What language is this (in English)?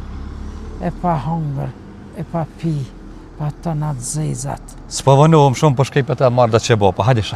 Albanian